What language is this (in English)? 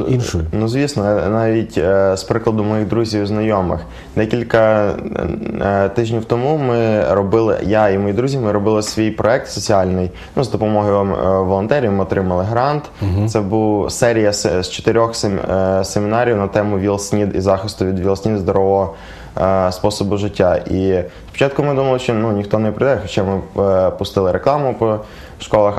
Ukrainian